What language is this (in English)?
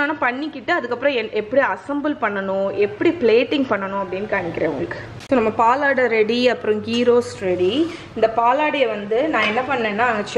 Tamil